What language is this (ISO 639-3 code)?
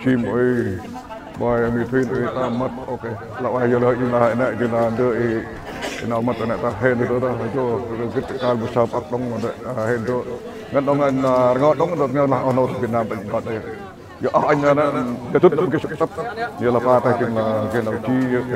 cmo